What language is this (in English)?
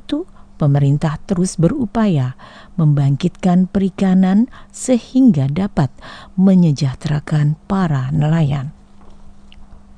Indonesian